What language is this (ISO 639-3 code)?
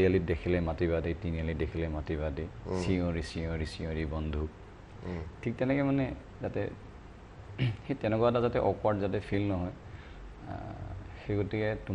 asm